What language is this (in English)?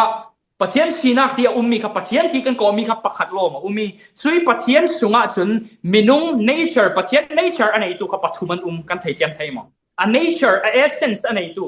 Falam Chin